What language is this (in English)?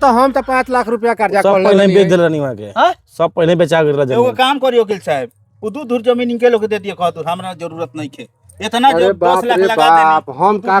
Bhojpuri